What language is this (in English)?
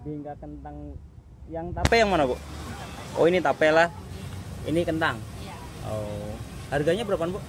Banjar